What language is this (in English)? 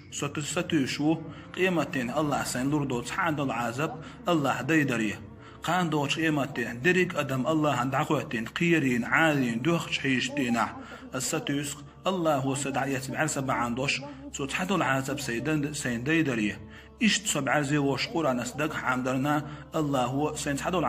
Chechen